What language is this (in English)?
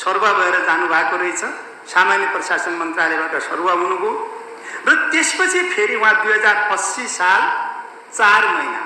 Nepali